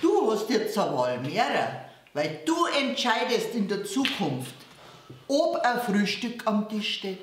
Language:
Bavarian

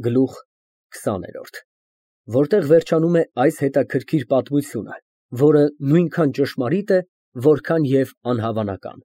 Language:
Armenian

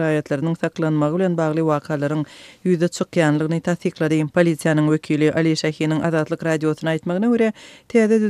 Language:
Turkmen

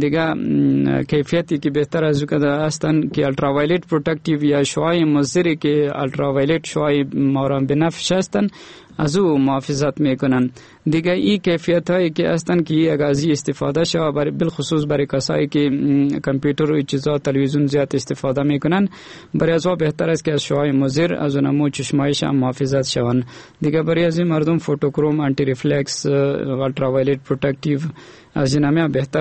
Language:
Persian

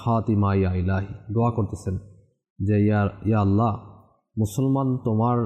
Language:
Bangla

